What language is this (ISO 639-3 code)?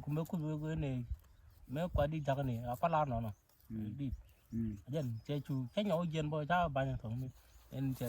nus